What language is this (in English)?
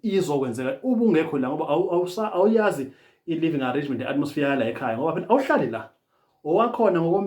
Zulu